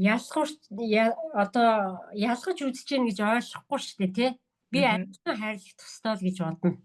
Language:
Mongolian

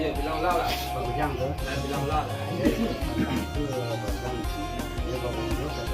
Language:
Minangkabau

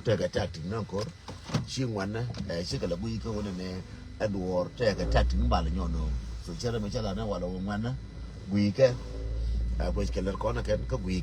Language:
Nuer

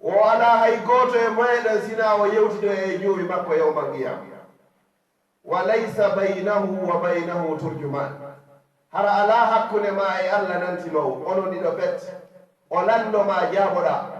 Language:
Fula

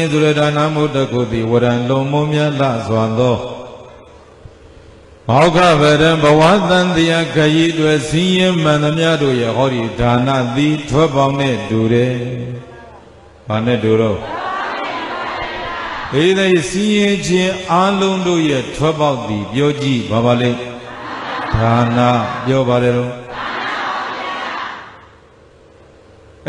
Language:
Burmese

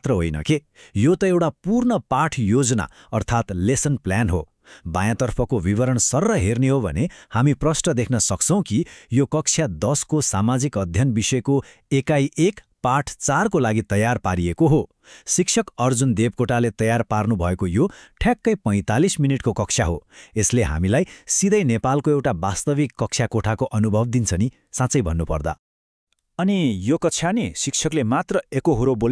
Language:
Nepali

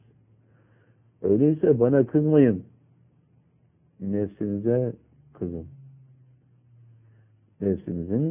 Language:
Turkish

